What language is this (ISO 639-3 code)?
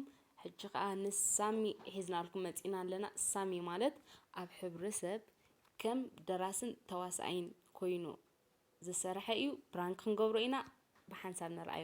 tir